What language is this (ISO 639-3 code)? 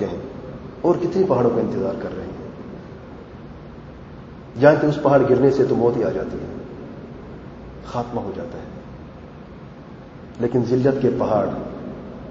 urd